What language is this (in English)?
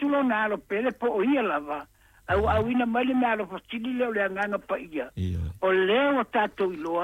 Samoan